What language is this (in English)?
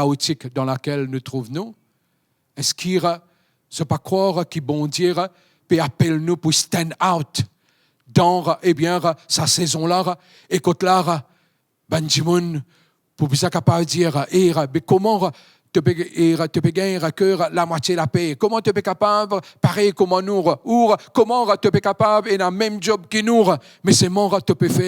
Morisyen